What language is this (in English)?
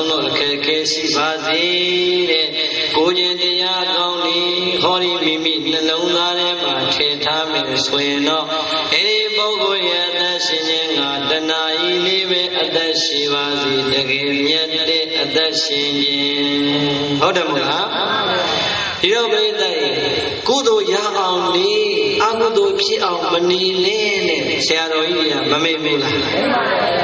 Burmese